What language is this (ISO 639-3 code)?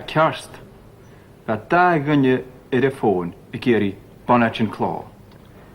gla